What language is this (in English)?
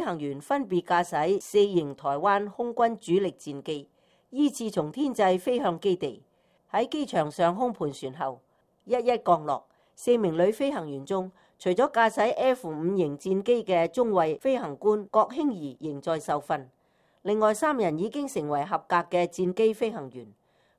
Cantonese